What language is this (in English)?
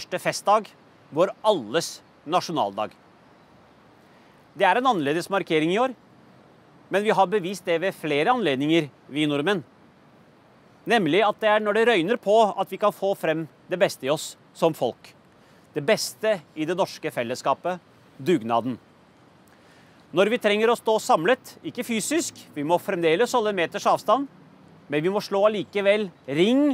Norwegian